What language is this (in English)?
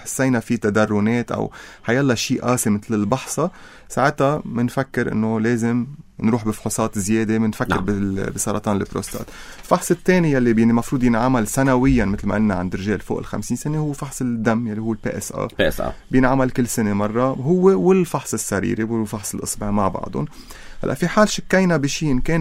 North Levantine Arabic